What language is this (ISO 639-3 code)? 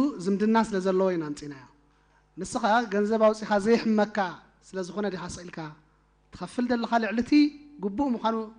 tir